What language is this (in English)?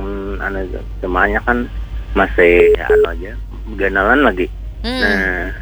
Banjar